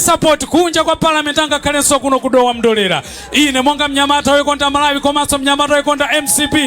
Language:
Nyanja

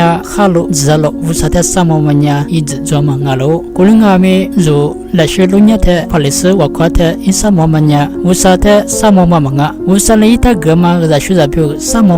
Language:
Lisu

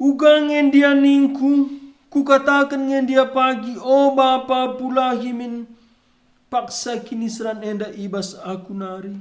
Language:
Batak Karo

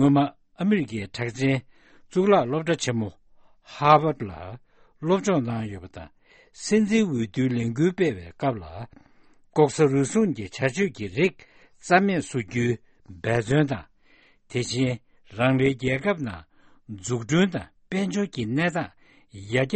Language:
Tibetan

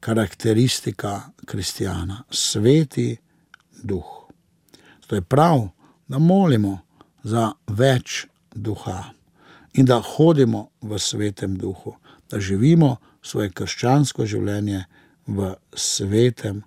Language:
Slovenian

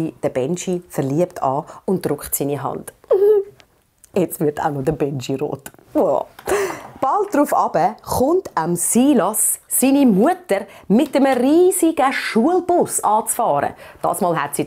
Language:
Swiss German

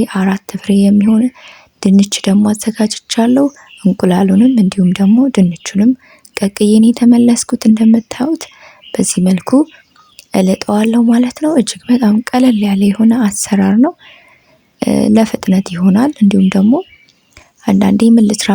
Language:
Amharic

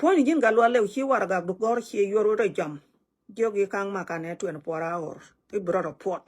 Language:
Nuer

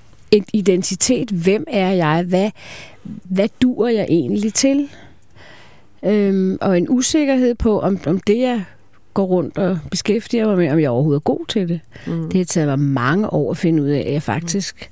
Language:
Danish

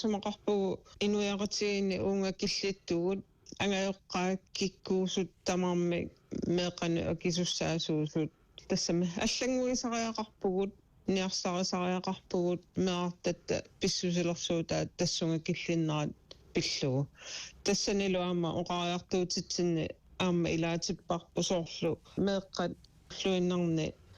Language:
Kalaallisut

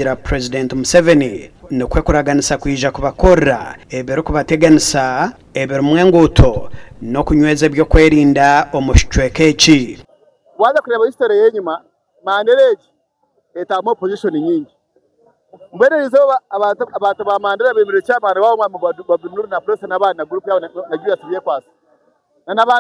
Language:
Nyankole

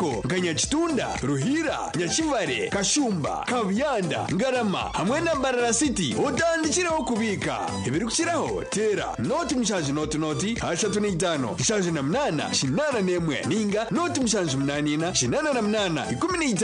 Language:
Nyankole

